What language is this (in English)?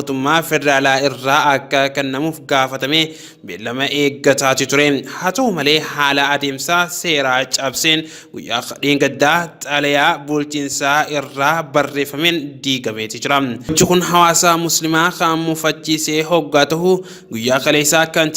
Oromo